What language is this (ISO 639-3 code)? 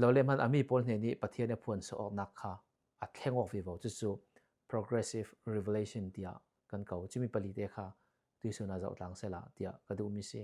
cfm